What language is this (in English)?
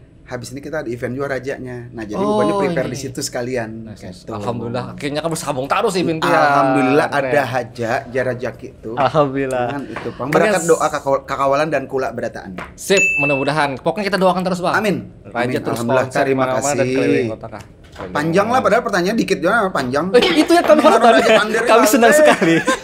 Banjar